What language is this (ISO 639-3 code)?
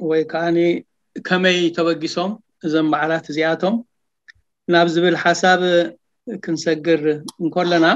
tir